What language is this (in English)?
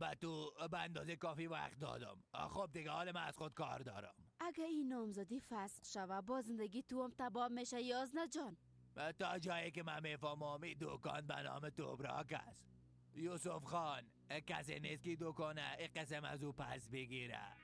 Persian